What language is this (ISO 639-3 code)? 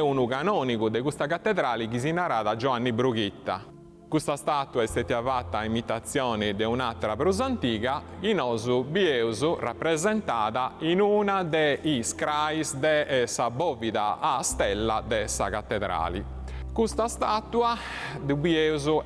srd